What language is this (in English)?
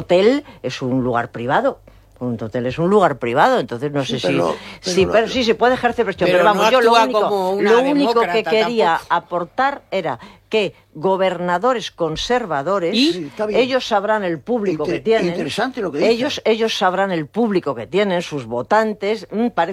Spanish